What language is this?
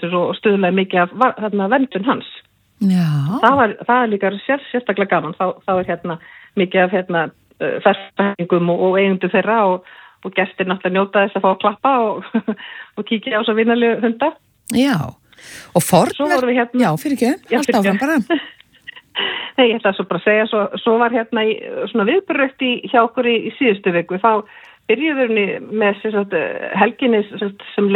Icelandic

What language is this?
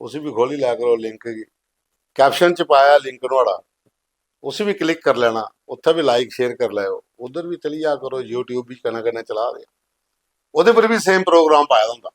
Dogri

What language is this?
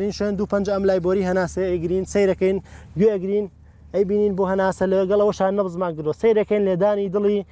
Central Kurdish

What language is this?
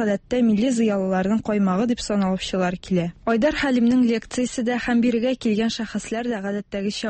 Tatar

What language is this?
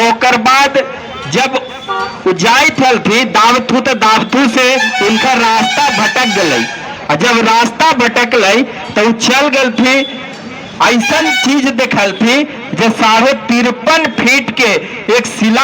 Magahi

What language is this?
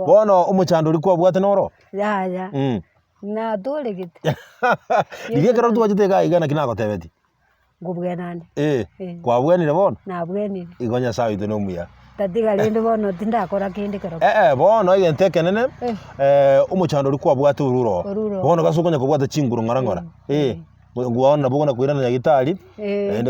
Gusii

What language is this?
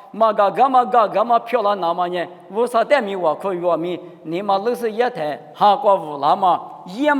Lisu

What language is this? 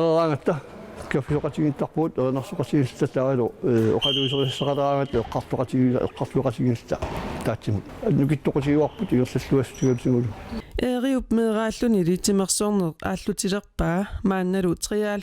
Kalaallisut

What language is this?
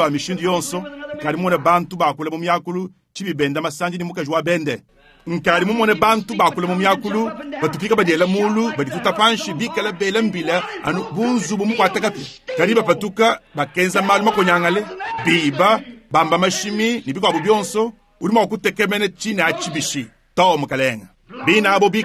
Luba-Lulua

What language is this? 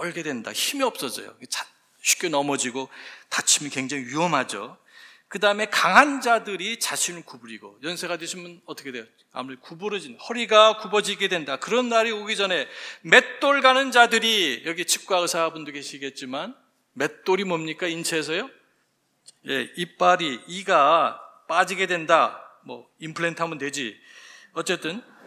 Korean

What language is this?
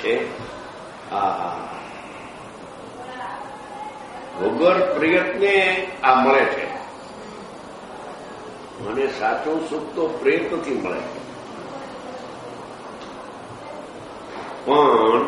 Gujarati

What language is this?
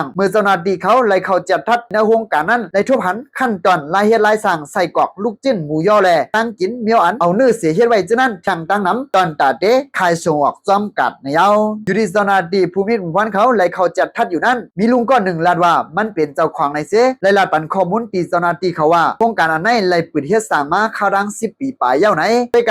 Lao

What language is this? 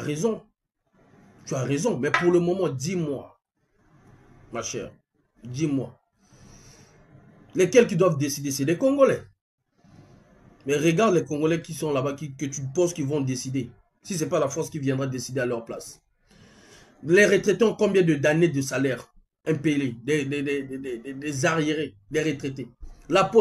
French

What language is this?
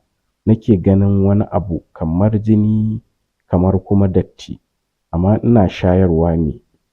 Hausa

